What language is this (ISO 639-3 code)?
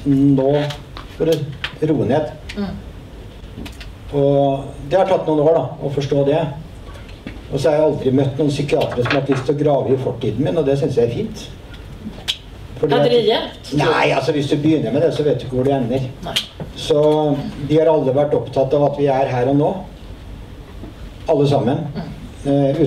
nor